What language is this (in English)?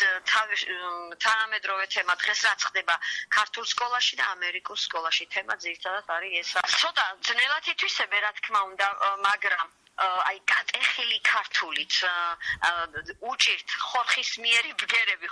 Georgian